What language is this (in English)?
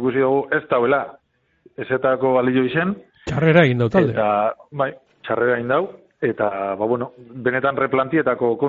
Basque